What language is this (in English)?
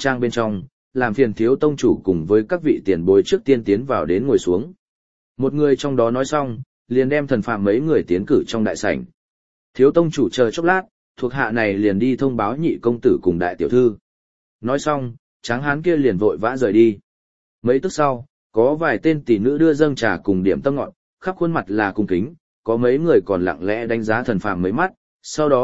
Vietnamese